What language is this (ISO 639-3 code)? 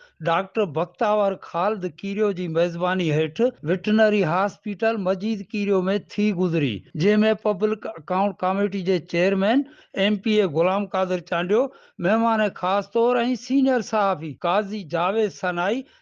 snd